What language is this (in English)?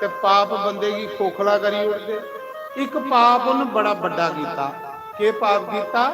Dogri